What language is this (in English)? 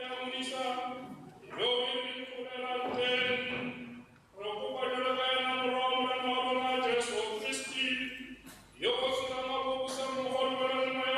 Tswana